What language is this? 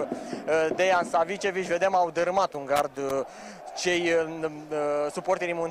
Romanian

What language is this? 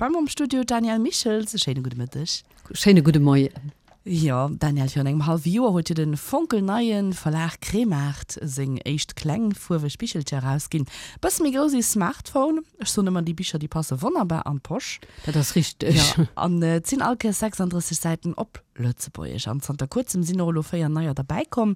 Luxembourgish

